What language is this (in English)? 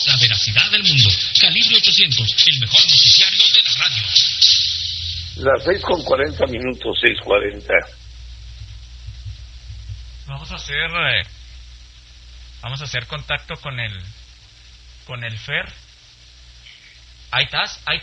Spanish